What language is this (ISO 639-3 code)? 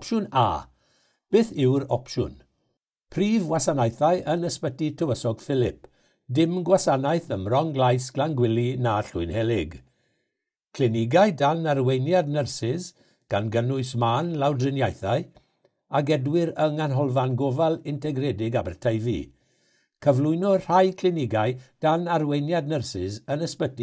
cym